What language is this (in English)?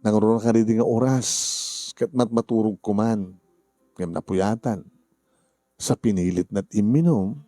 Iloko